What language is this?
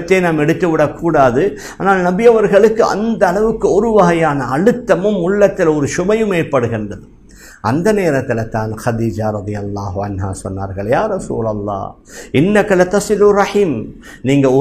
Tamil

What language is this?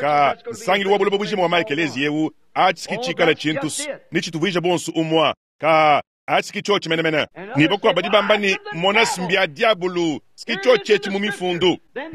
Luba-Lulua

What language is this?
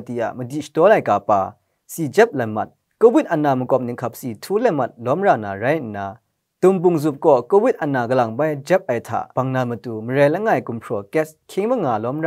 Kachin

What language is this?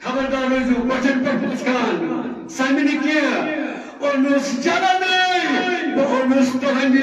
Kashmiri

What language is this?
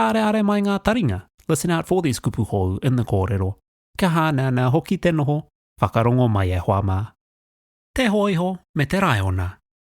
Māori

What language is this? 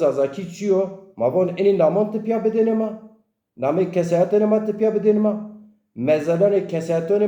Zaza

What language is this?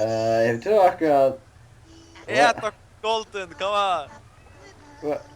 Faroese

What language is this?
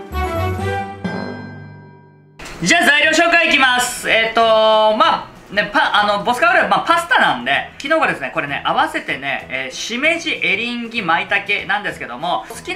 Japanese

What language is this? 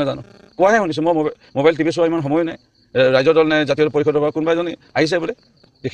Assamese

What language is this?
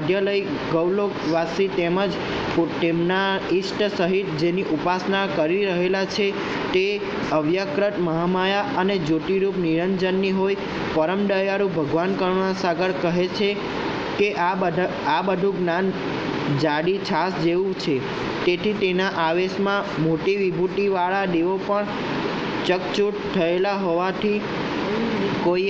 Gujarati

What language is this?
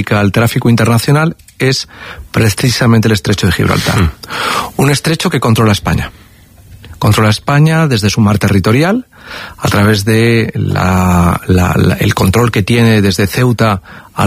Spanish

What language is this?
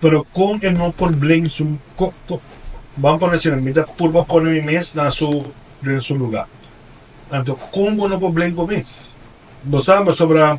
Papiamento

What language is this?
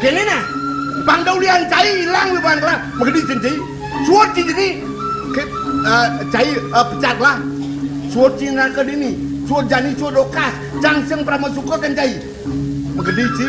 Balinese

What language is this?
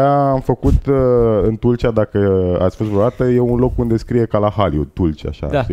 Romanian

